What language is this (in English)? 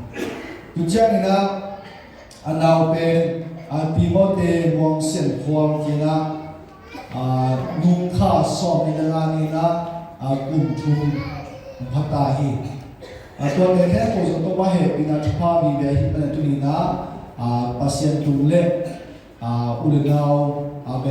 Tedim Chin